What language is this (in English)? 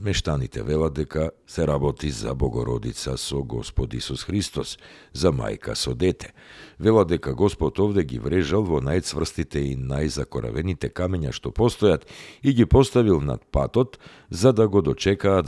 Macedonian